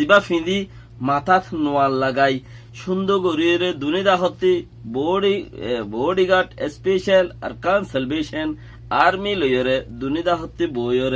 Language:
Rohingya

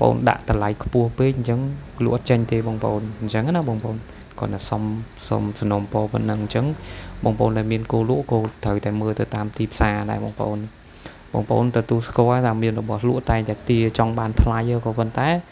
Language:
Khmer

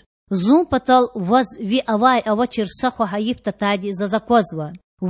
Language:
Lezghian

